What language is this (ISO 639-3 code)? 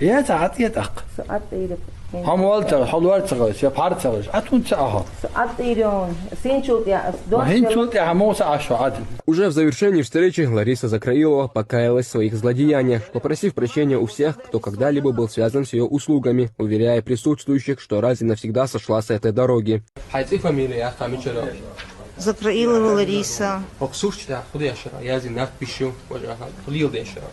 che